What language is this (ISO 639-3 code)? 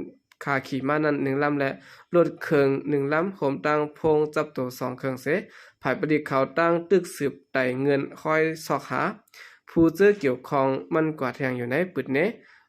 shn